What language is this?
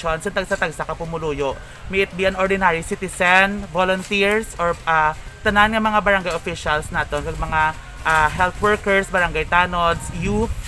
Hiligaynon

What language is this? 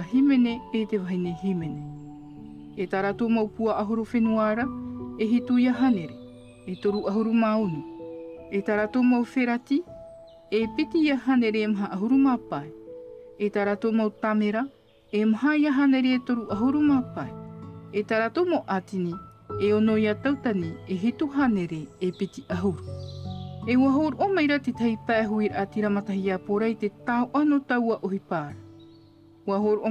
Tahitian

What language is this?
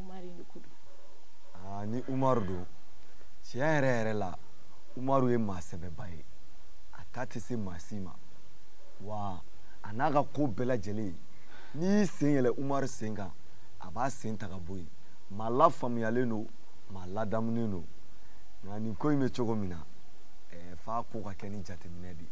Bambara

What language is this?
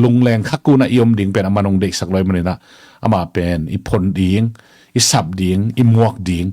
Tedim Chin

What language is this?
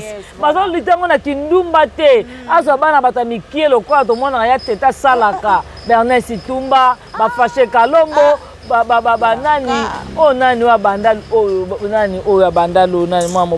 Lingala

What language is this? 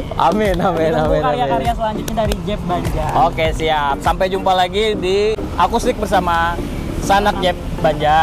Banjar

